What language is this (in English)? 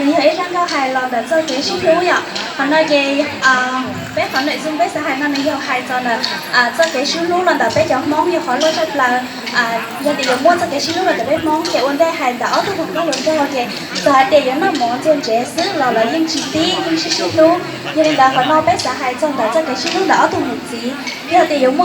Hmong